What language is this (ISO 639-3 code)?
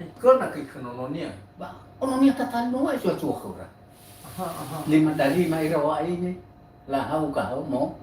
nia